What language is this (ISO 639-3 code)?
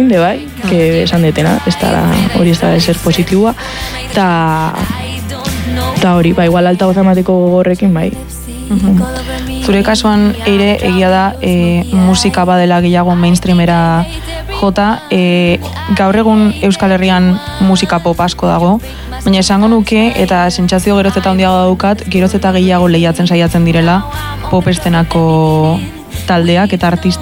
eus